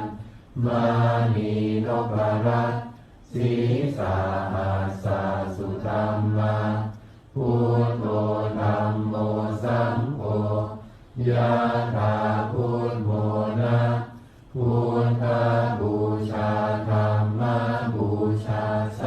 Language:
Pali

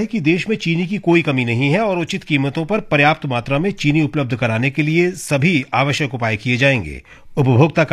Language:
Hindi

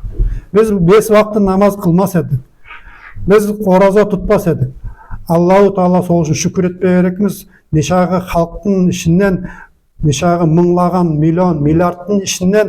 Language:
Nogai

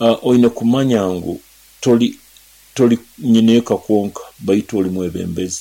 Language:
Nyoro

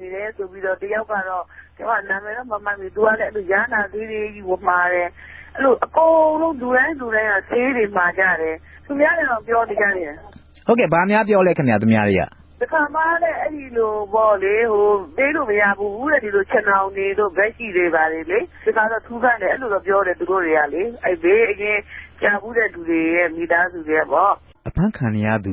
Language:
Burmese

